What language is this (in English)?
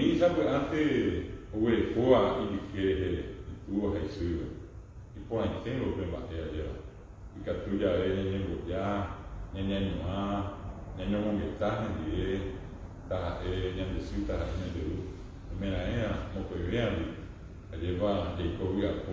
Guarani